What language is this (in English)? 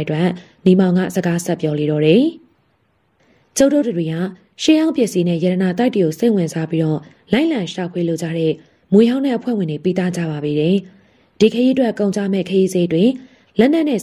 Burmese